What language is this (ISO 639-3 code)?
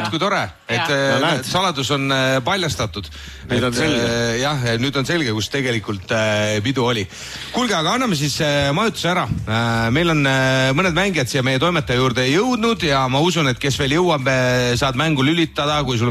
est